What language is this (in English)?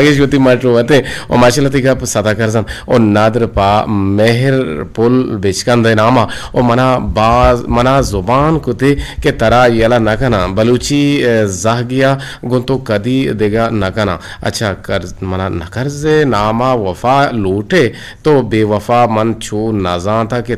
Eastern Balochi